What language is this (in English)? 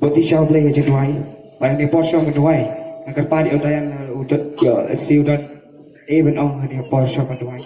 Khasi